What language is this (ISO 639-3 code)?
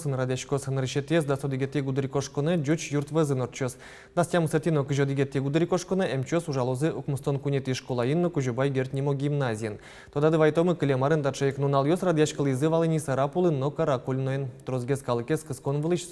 udm